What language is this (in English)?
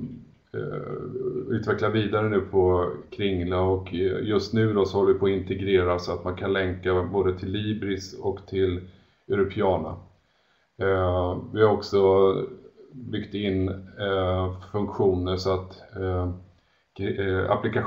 Swedish